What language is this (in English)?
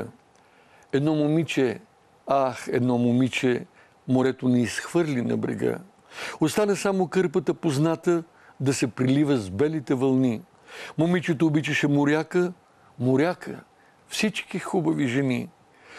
Bulgarian